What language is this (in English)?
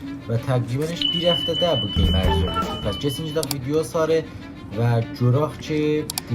South Azerbaijani